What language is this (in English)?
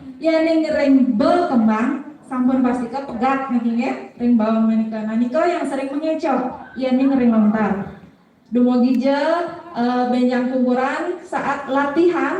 Balinese